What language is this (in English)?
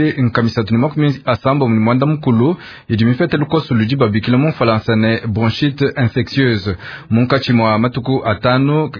Luba-Lulua